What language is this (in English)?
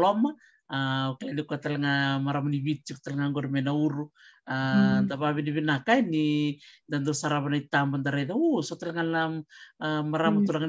Fijian